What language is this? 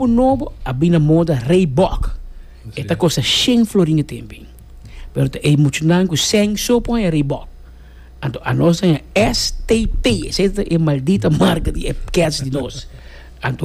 Papiamento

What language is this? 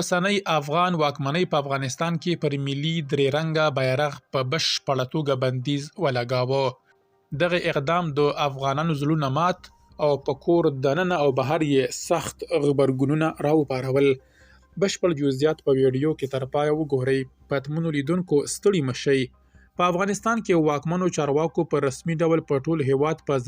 Pashto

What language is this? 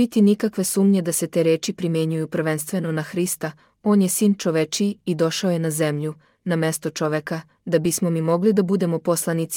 Serbian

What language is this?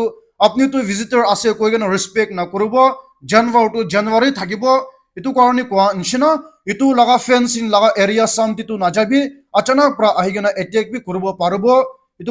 Naga Pidgin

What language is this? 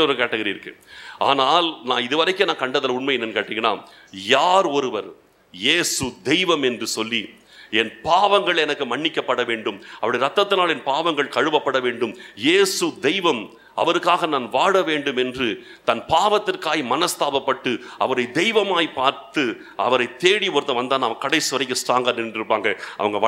Tamil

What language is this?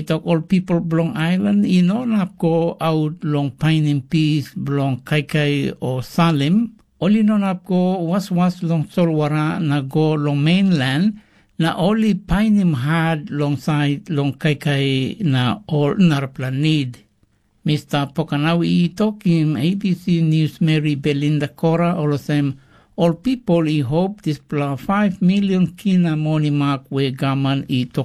Tok Pisin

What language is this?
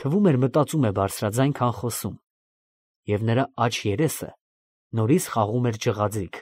Armenian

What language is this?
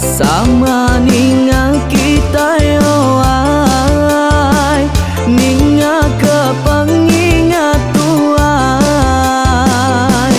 Iban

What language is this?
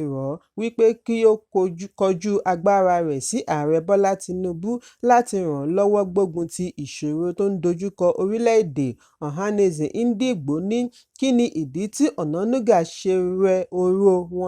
Yoruba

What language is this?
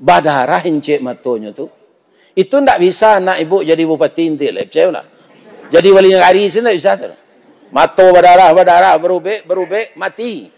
Minangkabau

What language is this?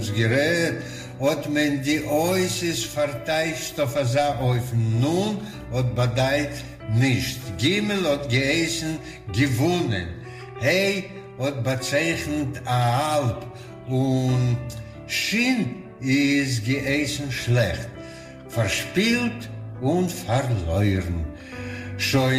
Yiddish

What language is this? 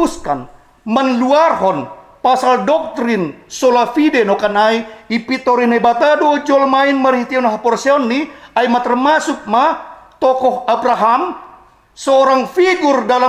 Batak Simalungun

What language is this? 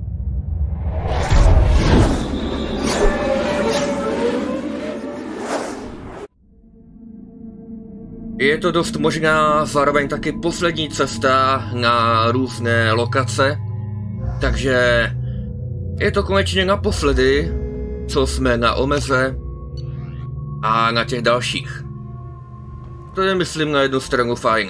Czech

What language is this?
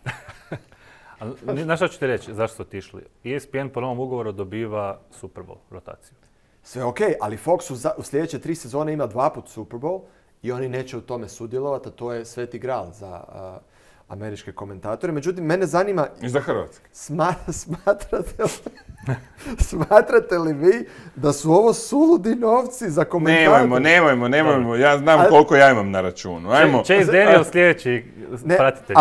Croatian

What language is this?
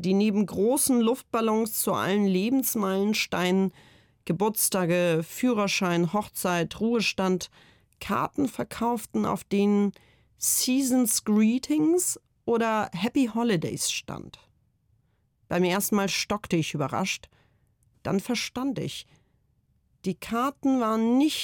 German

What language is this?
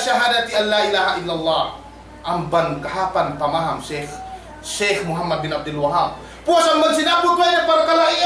Yakan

